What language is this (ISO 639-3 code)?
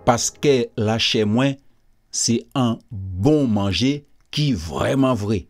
gcf